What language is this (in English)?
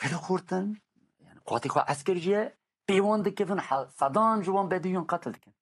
Kurdish